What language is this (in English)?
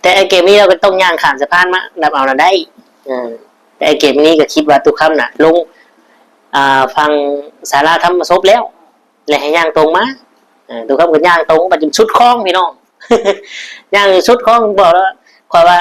Lao